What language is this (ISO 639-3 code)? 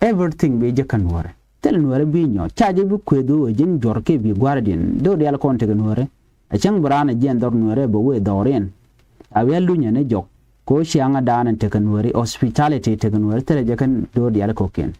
nus